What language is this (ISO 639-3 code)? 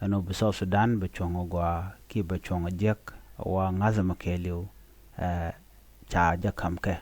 nus